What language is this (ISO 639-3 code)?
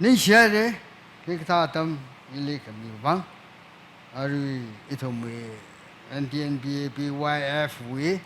nmf